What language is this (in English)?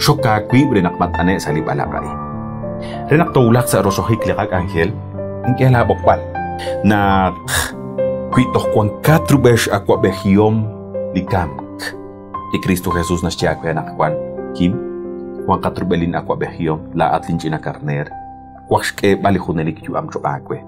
Kekchí